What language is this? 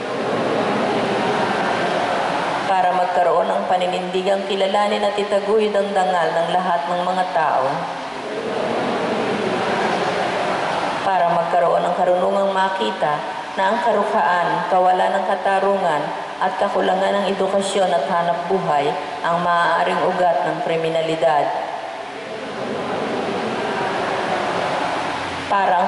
Filipino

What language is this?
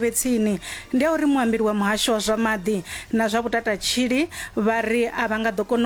Venda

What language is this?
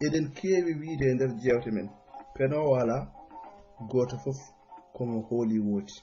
Fula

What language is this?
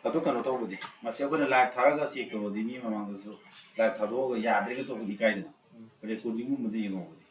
Manipuri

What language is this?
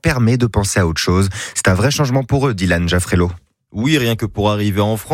French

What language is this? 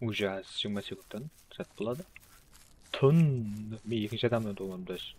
Kara-Kalpak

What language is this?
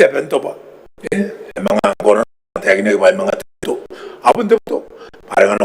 Gilbertese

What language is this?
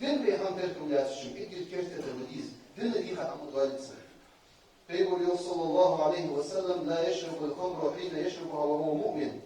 Ingush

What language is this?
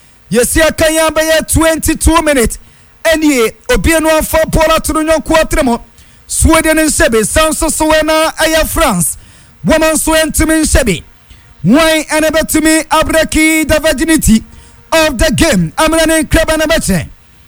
Akan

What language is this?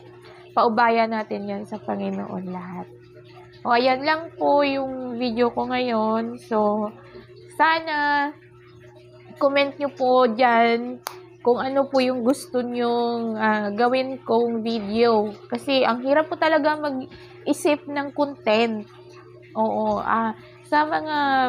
Filipino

